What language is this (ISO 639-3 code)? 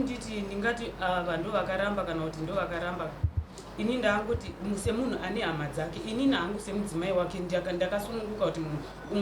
sna